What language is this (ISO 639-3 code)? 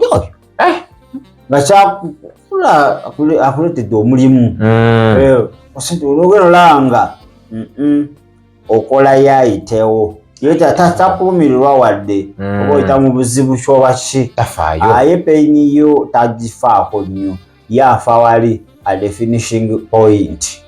lug